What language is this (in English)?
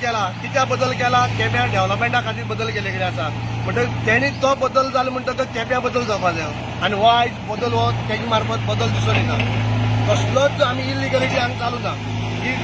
Konkani